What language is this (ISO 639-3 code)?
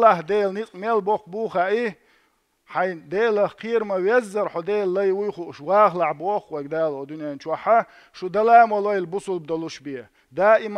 che